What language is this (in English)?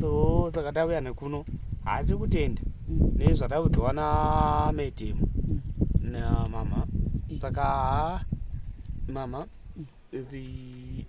Shona